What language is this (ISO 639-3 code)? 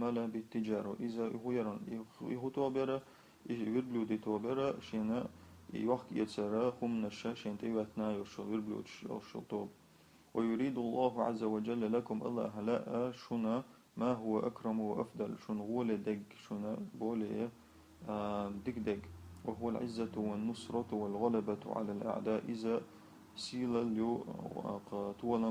che